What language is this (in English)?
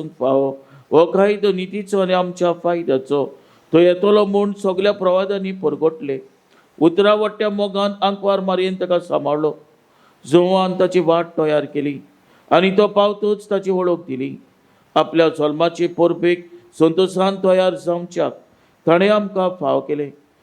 Konkani